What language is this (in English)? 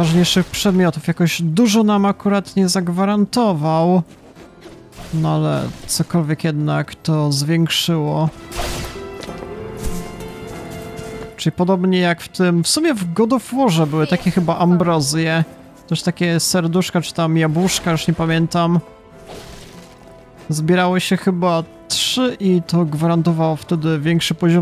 Polish